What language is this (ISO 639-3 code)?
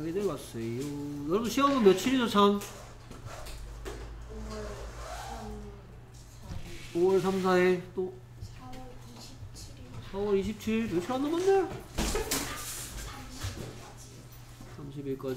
kor